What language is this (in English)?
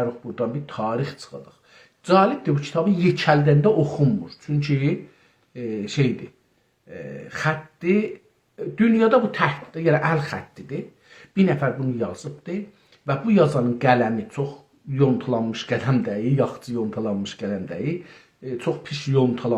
South Azerbaijani